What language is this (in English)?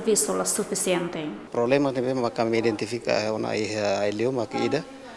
Tetum